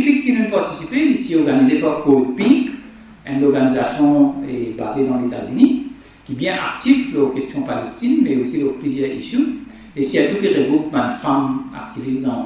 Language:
Morisyen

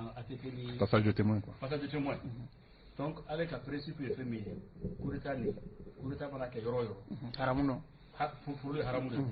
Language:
Bambara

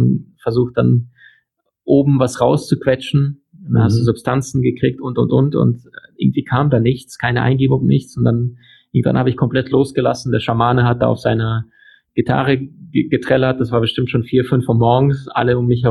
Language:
German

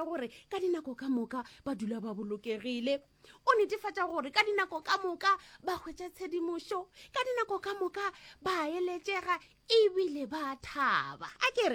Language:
Northern Sotho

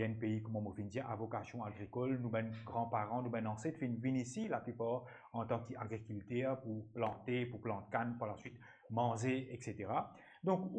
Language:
Morisyen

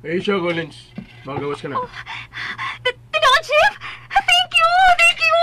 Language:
Cebuano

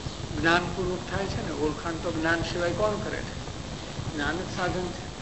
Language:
Gujarati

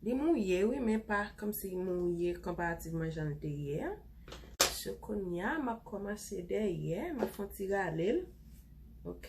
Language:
Haitian Creole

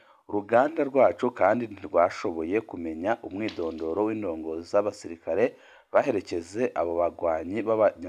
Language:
Rundi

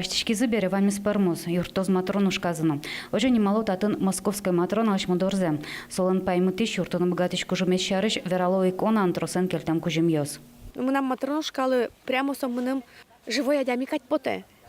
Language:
Udmurt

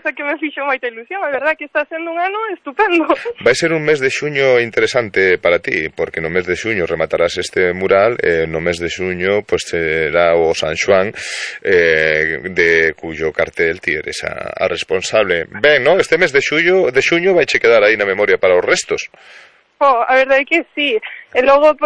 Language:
Galician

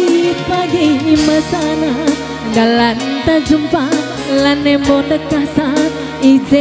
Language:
Batak Karo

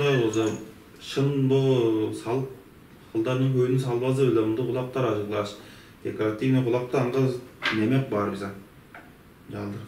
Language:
Tuvinian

